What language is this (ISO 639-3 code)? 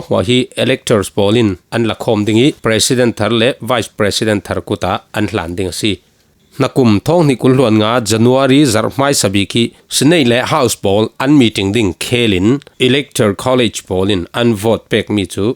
cfm